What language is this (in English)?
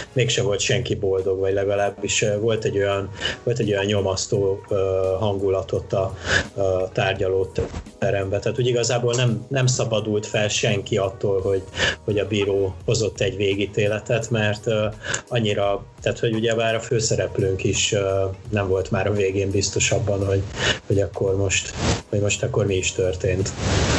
Hungarian